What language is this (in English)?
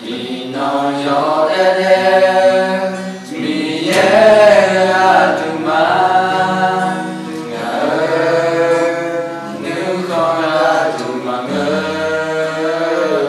Akha